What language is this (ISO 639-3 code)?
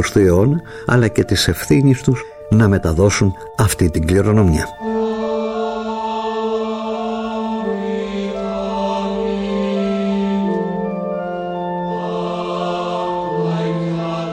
ell